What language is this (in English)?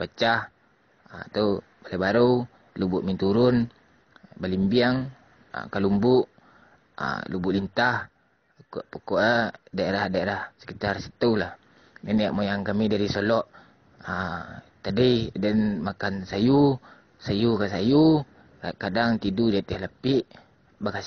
Minangkabau